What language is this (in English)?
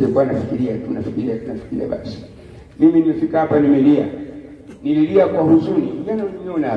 Swahili